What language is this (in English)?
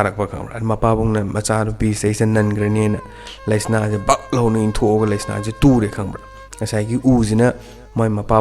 Manipuri